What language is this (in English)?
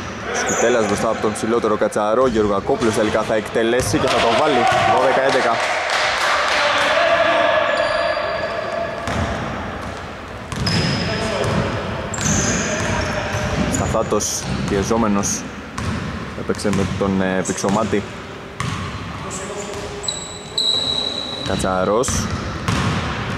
Greek